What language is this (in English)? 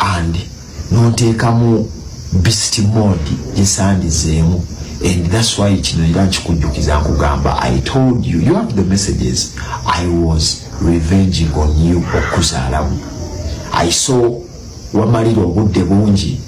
Ganda